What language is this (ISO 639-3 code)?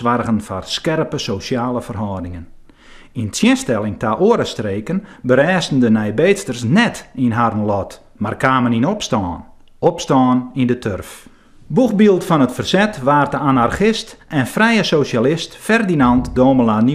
fry